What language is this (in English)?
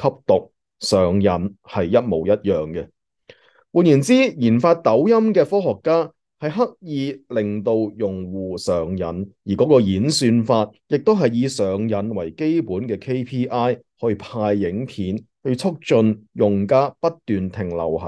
Cantonese